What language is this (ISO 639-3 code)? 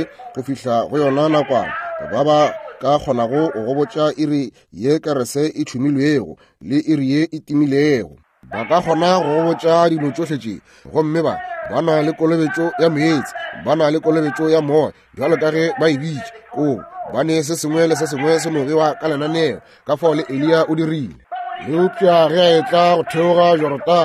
nso